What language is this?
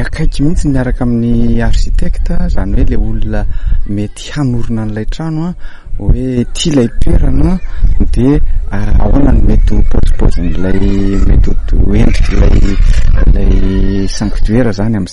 Malagasy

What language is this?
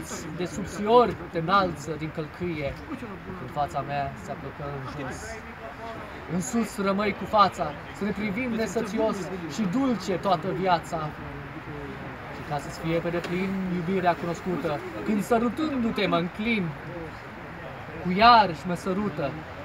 Romanian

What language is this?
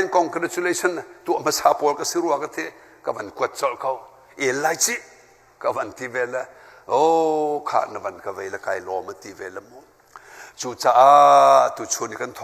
Hakha Chin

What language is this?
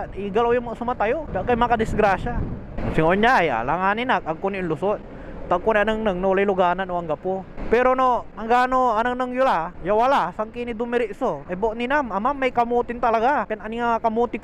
Pangasinan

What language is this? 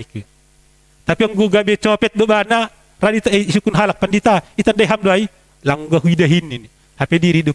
Batak Simalungun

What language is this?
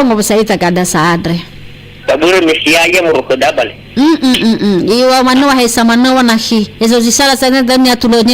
Nias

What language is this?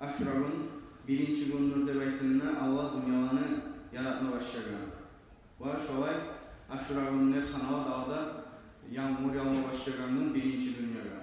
Kumyk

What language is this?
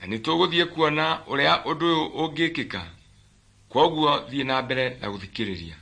Kikuyu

